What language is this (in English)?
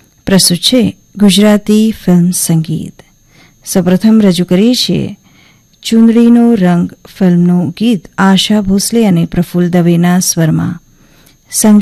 Gujarati